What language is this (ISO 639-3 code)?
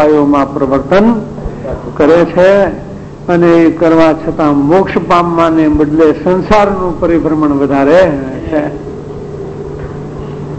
guj